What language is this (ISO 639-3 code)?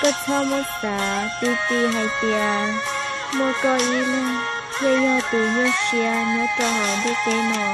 hmn